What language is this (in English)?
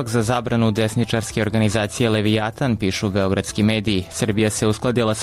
Serbian